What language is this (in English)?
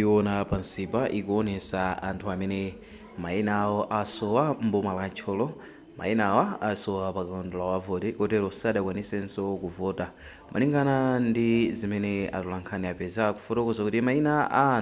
Nyanja